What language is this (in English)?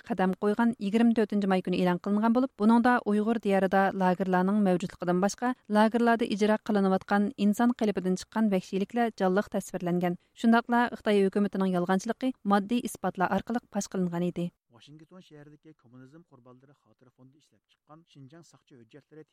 Uyghur